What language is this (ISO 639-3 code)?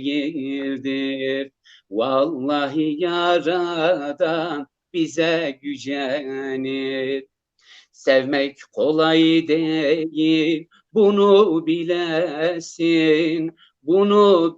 zza